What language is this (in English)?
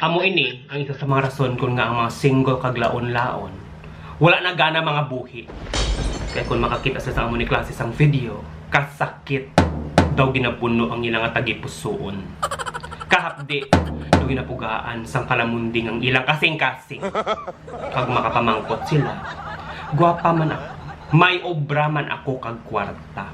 Hiligaynon